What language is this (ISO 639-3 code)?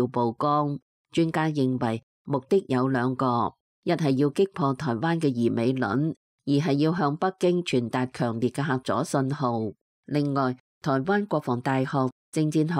yue